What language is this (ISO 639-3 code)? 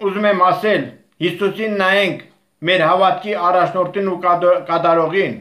hye